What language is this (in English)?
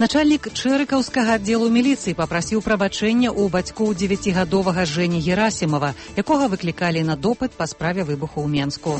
Belarusian